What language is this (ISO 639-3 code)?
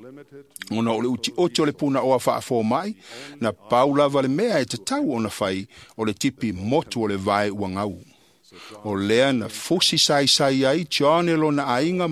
smo